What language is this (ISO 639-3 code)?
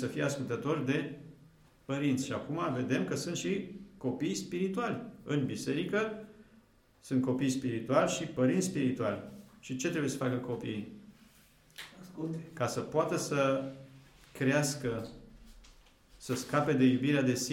ron